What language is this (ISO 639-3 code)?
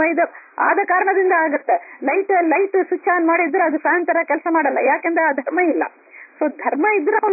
kan